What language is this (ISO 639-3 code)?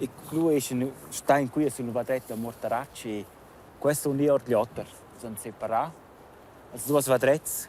roh